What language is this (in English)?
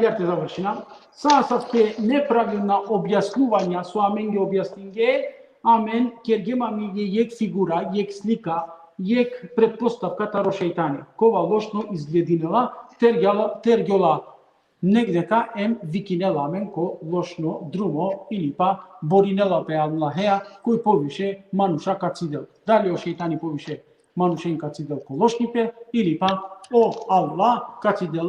Balkan Romani